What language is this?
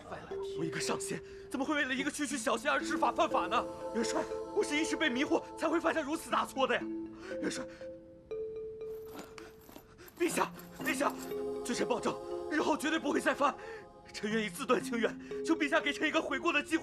Chinese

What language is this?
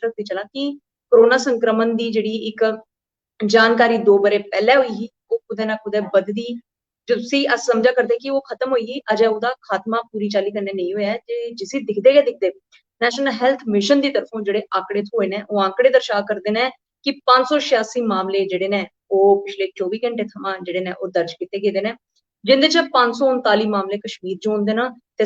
Dogri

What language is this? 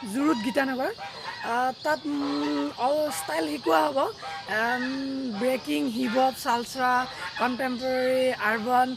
Assamese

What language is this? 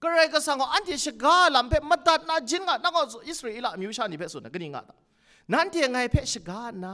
Kachin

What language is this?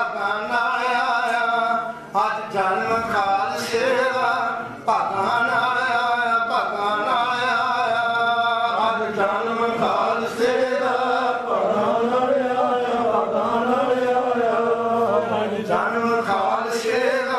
Punjabi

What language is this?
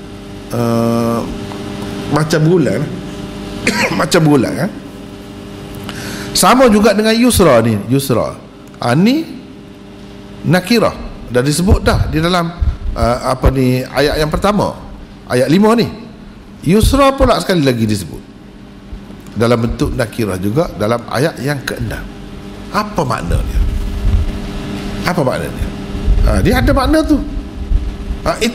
Malay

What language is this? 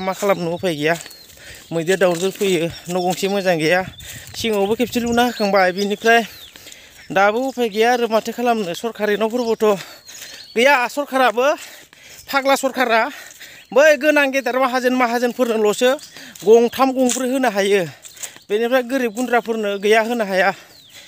Bodo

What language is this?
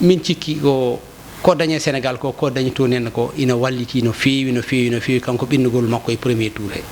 Fula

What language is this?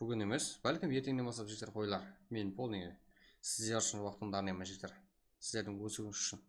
Kara-Kalpak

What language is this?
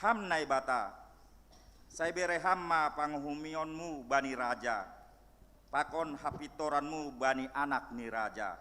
Batak Simalungun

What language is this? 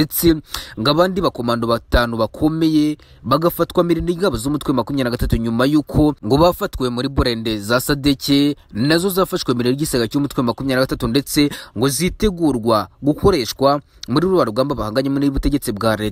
Kinyarwanda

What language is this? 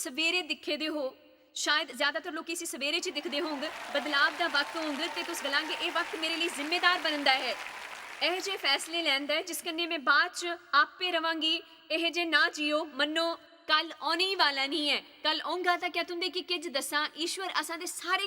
Dogri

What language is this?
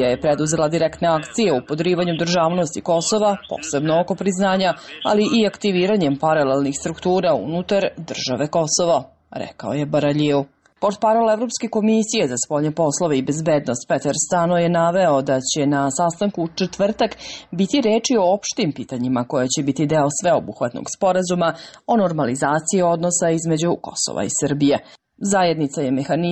Serbian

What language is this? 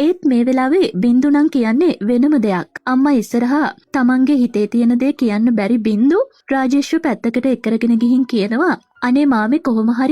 Sinhala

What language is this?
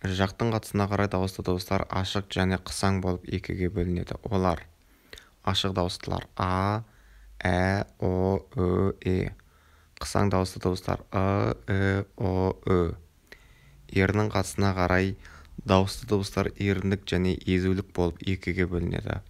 Kazakh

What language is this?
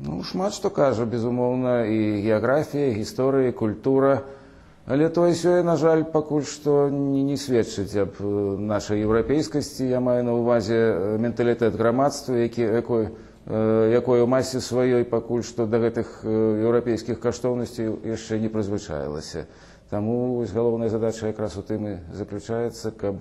Belarusian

